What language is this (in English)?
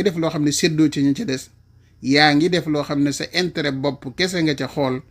Wolof